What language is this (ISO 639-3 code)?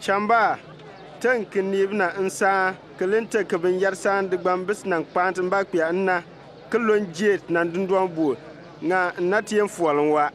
bim